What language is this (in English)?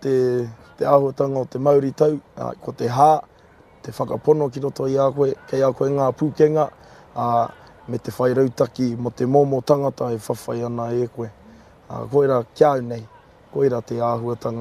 Māori